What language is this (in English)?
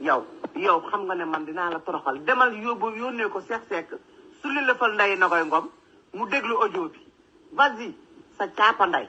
Wolof